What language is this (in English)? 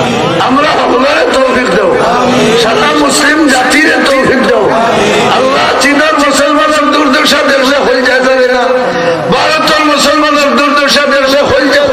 Sylheti